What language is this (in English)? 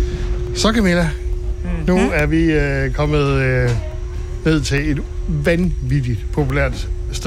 Danish